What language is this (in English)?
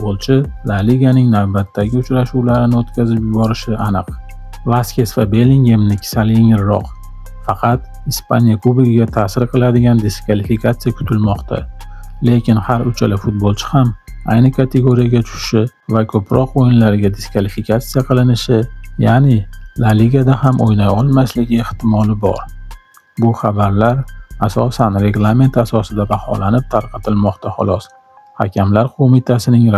Uzbek